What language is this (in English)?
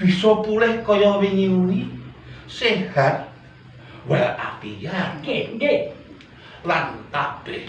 Javanese